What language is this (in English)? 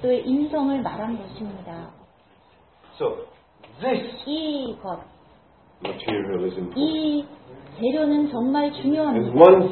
Korean